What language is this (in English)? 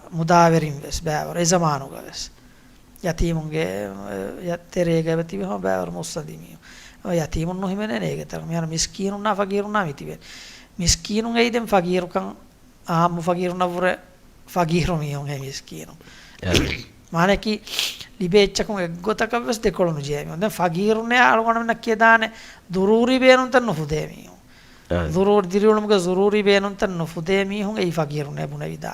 Divehi